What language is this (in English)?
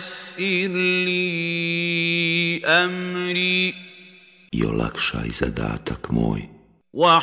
Bosnian